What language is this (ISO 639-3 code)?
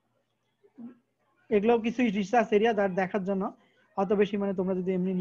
ben